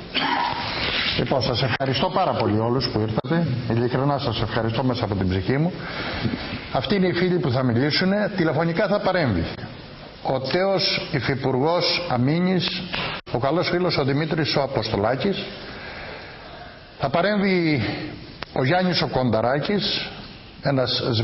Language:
Greek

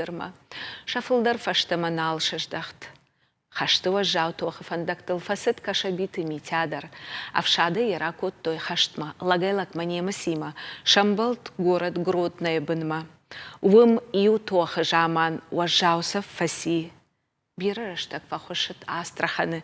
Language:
Ossetic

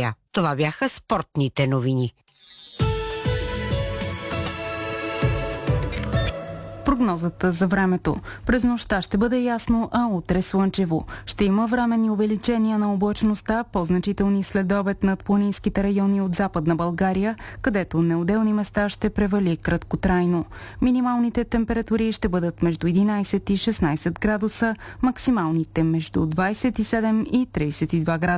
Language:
Bulgarian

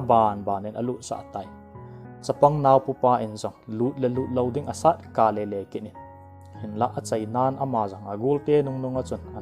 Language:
Thado Chin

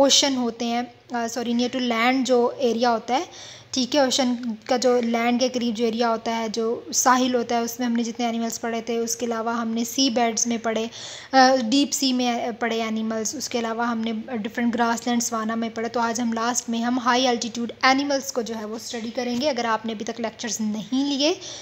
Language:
Hindi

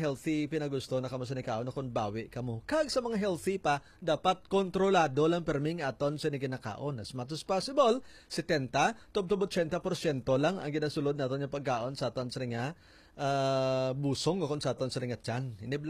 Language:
Hiligaynon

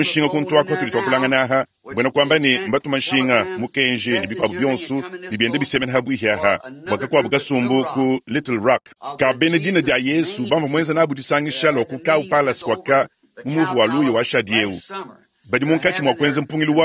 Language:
Luba-Lulua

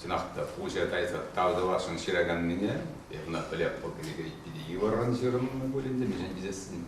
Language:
Chuvash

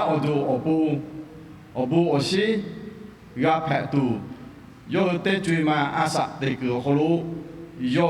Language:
Lahu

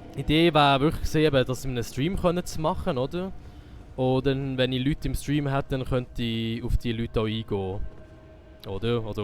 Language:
Swiss German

